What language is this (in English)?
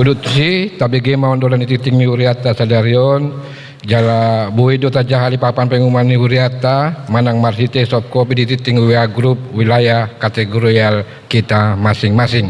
Batak Toba